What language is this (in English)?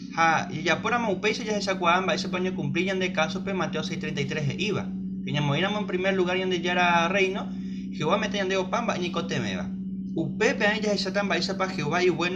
Guarani